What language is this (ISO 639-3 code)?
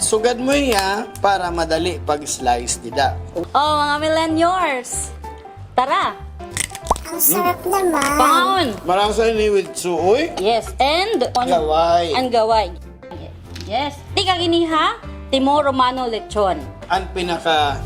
war